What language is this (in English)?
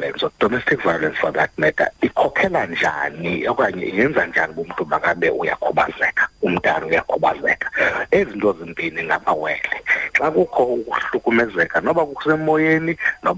Xhosa